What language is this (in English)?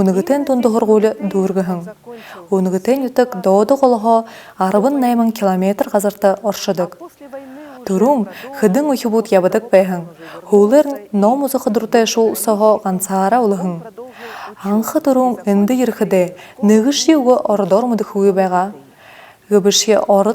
Buriat